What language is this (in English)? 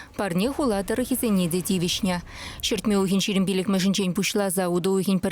Chuvash